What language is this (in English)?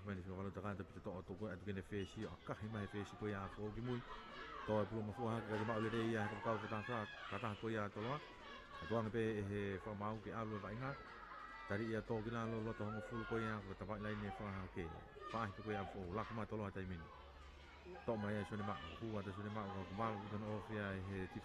Tongan